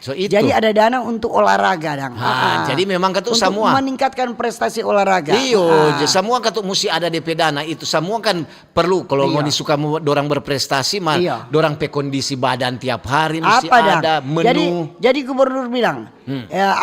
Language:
Manado Malay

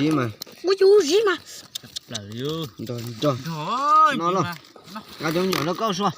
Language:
Hmong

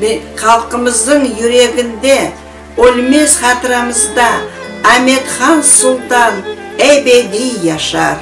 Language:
Crimean Tatar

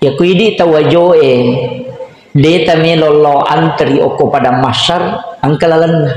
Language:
Buginese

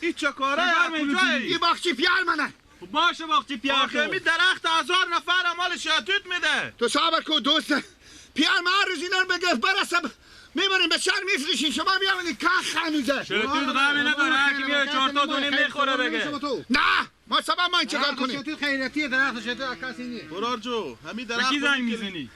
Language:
Persian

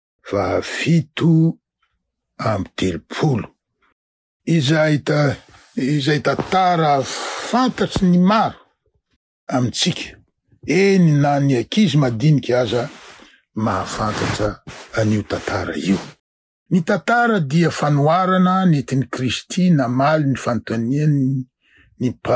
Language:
Malagasy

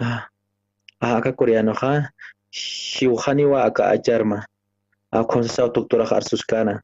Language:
Aymara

